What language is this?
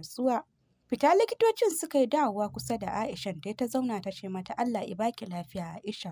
Hausa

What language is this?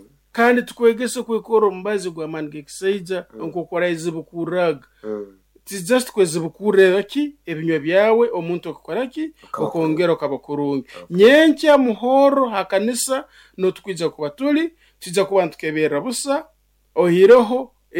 Nyoro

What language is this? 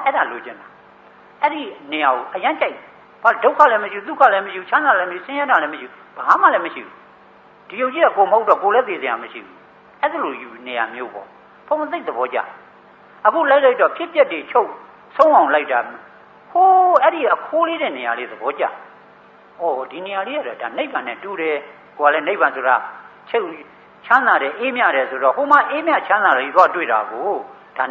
Burmese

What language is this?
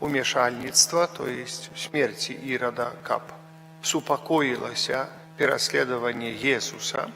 Belarusian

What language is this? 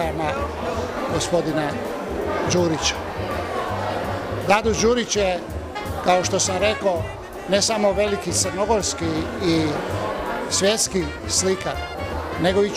Serbian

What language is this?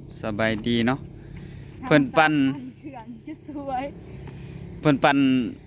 Northeastern Thai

